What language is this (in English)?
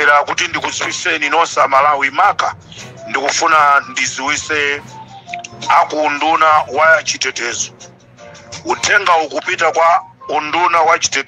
Nyanja